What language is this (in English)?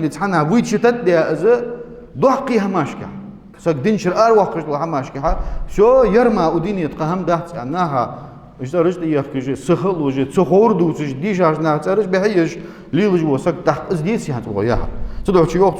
Ingush